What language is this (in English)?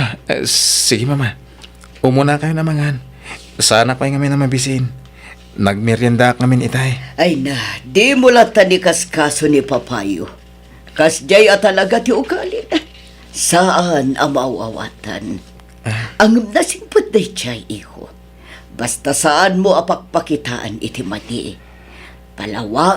Iloko